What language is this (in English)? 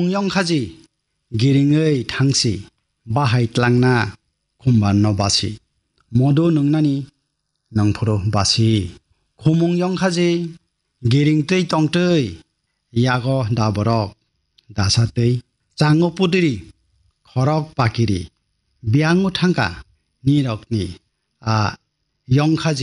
Kok Borok